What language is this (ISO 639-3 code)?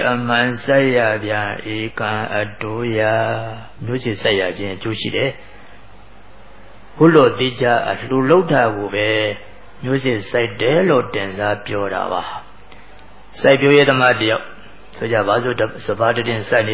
mya